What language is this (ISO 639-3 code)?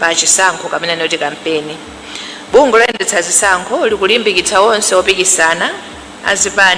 nya